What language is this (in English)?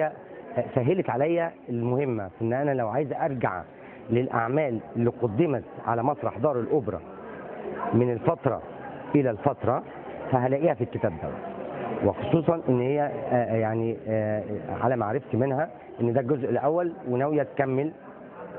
Egyptian Arabic